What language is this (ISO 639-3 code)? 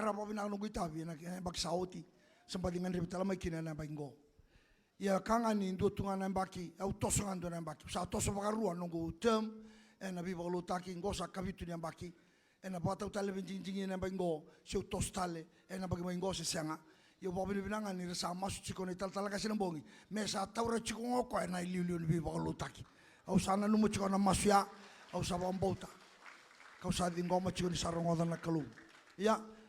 fij